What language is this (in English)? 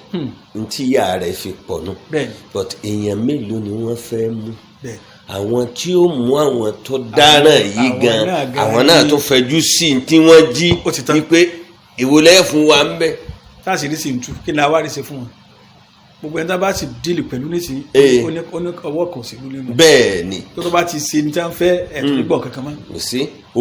Yoruba